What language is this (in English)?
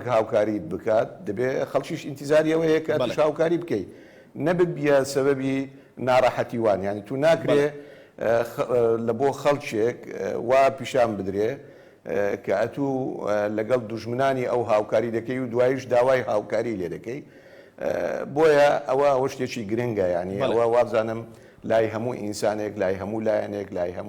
Central Kurdish